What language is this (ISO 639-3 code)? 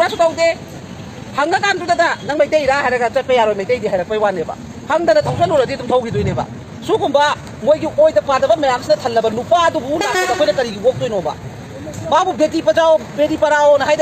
mni